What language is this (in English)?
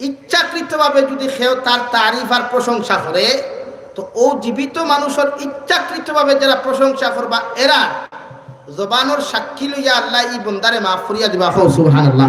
Sylheti